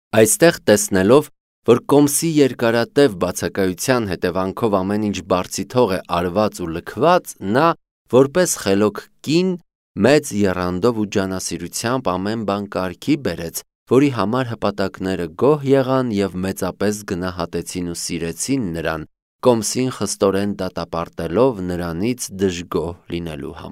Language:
Armenian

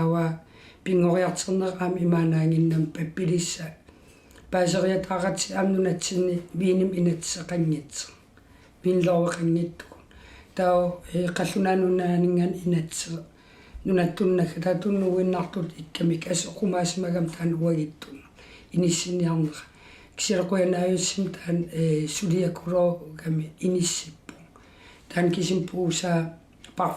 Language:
Kalaallisut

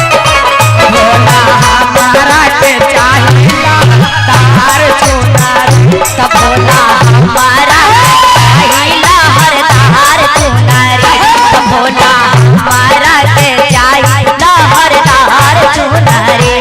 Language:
Magahi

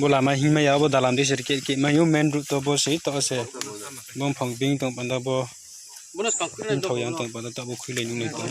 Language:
Riang (India)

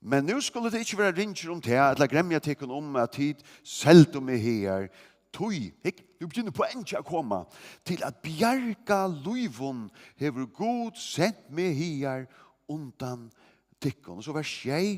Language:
Faroese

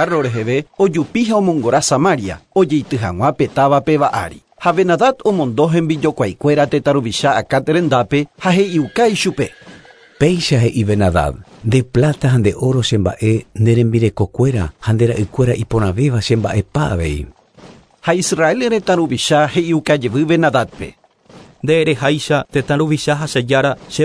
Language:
Guarani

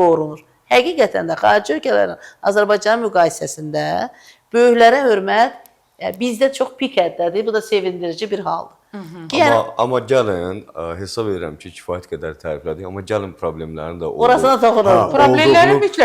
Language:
Azerbaijani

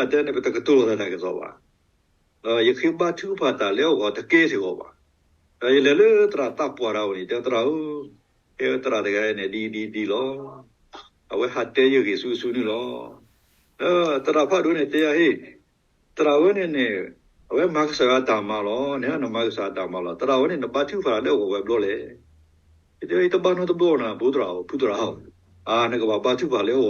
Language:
S'gaw Karen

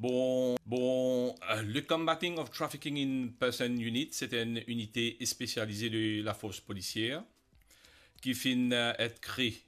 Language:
Morisyen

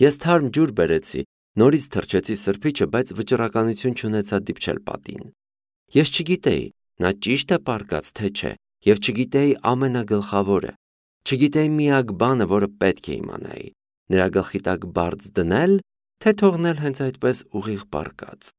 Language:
Armenian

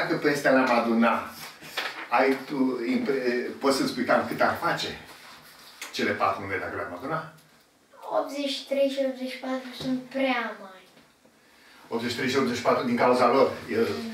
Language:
Romanian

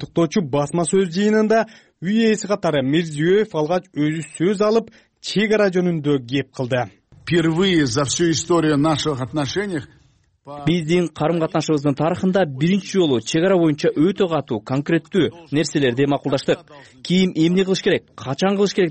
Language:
Kyrgyz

